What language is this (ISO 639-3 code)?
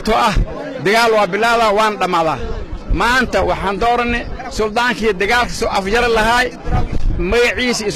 som